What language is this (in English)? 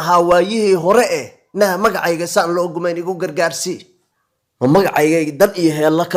Somali